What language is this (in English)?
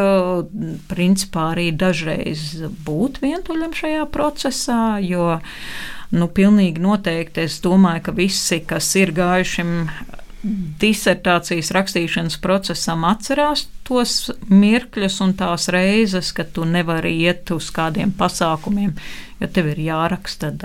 Latvian